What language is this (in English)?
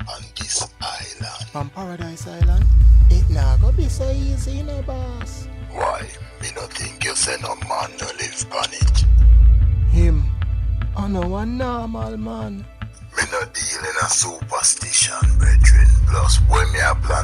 Jamaican Creole English